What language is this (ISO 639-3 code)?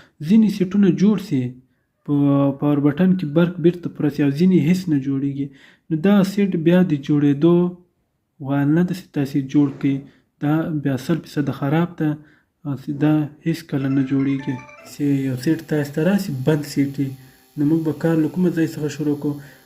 pus